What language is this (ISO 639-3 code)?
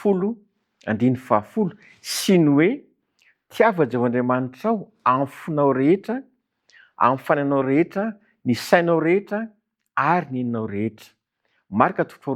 mlg